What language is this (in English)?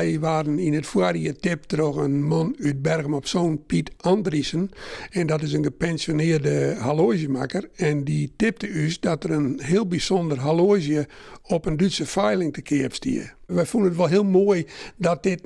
Western Frisian